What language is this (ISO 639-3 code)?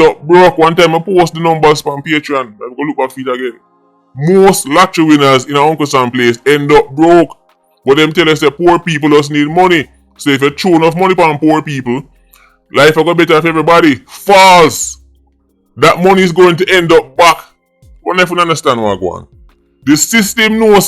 jam